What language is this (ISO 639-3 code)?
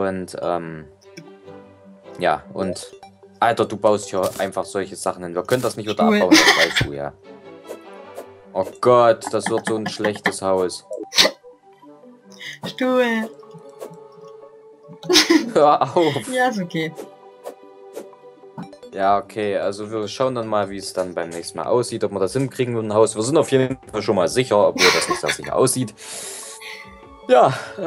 deu